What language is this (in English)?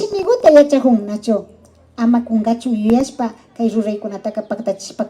Imbabura Highland Quichua